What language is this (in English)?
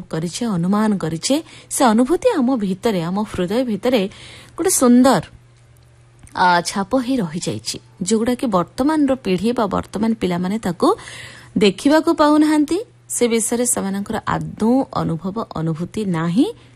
Odia